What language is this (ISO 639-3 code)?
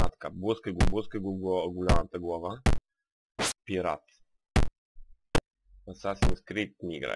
bul